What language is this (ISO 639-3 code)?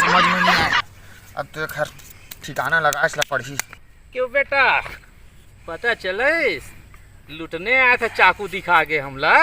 hne